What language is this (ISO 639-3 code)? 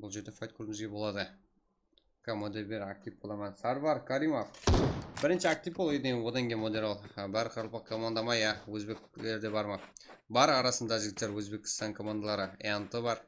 kaa